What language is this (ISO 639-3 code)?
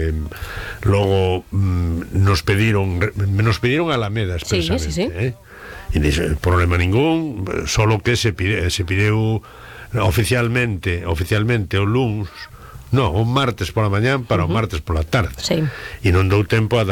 glg